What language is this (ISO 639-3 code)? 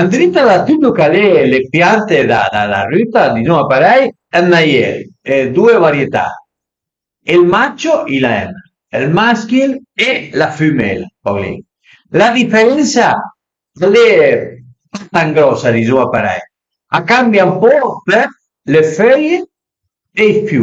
pms